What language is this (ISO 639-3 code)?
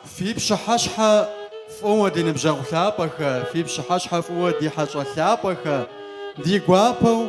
kbd